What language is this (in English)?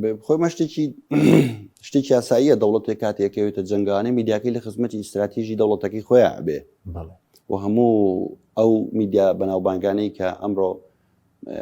Central Kurdish